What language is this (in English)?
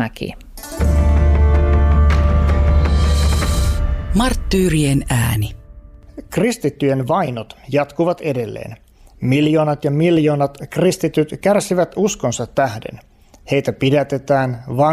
Finnish